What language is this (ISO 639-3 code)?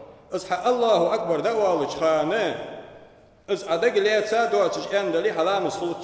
inh